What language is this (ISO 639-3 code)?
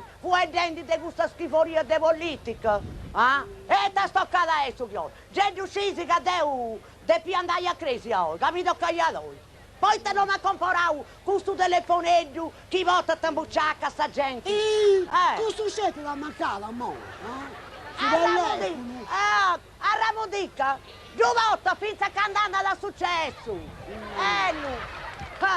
srd